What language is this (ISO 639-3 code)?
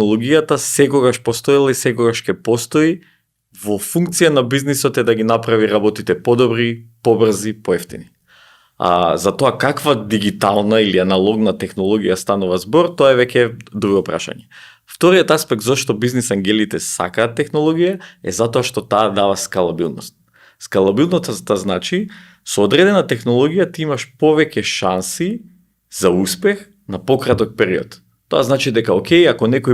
mkd